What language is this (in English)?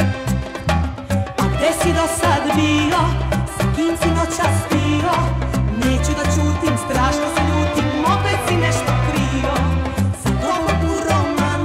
Serbian